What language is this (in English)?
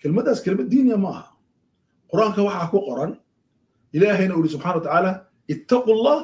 Somali